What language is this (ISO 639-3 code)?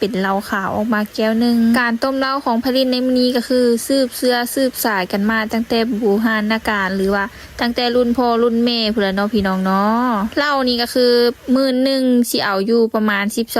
lao